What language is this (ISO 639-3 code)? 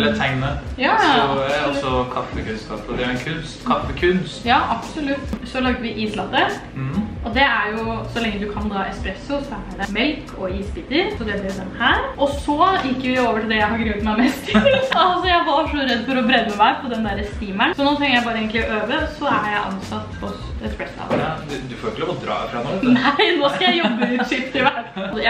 nor